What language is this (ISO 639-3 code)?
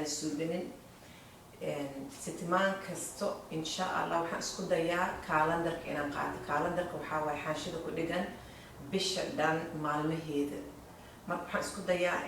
som